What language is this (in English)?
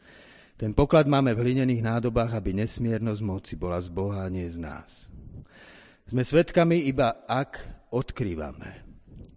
Slovak